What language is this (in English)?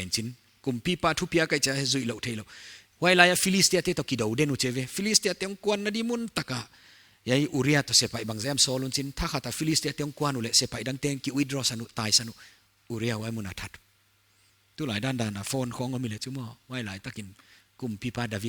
Paite Chin